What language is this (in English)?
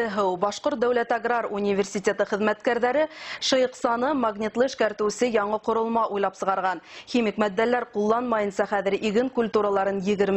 Bashkir